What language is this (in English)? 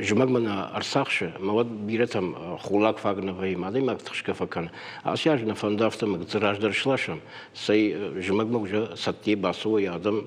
Ossetic